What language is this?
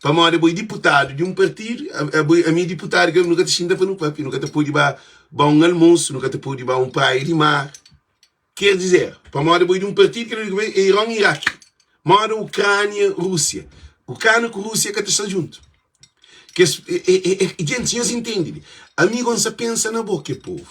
Kabuverdianu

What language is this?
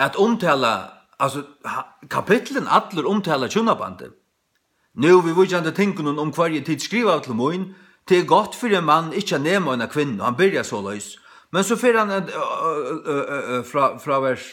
Faroese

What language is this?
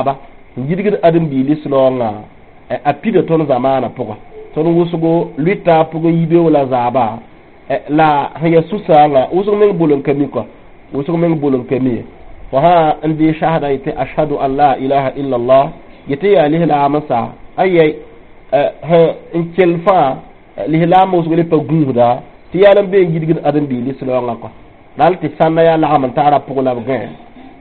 Mossi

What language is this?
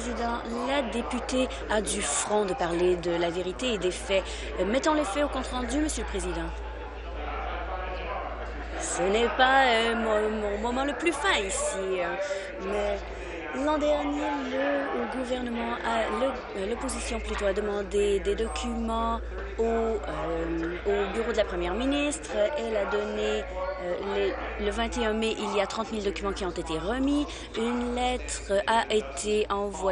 French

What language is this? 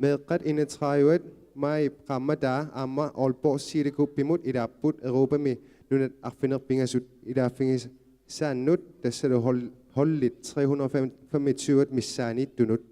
Kalaallisut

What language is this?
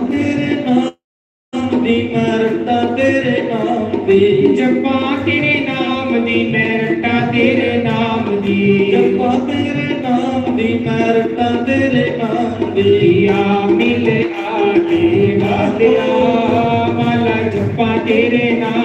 Dogri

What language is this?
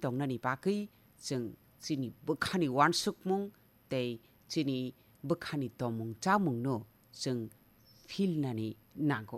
Kok Borok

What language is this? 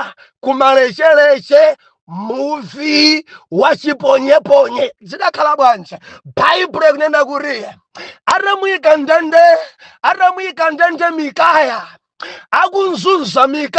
Nyanja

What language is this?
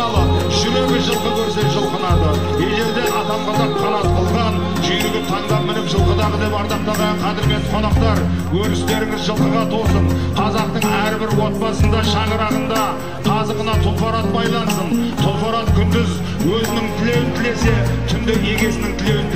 Kazakh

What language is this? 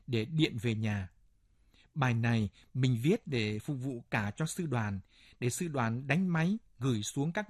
Vietnamese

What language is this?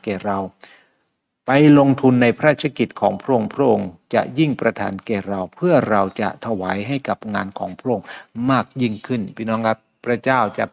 Thai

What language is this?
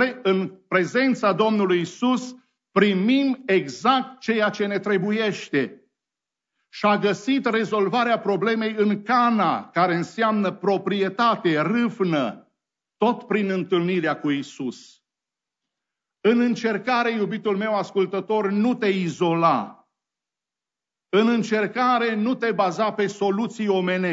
Romanian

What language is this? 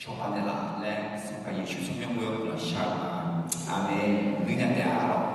Akha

